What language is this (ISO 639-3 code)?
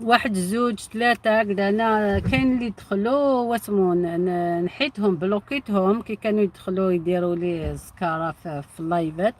arq